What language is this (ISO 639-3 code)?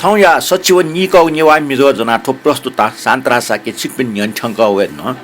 new